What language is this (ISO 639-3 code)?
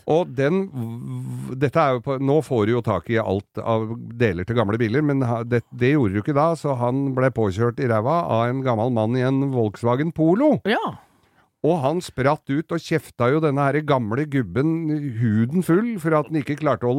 nor